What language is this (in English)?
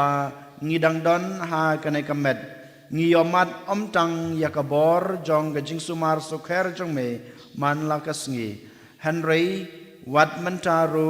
Khasi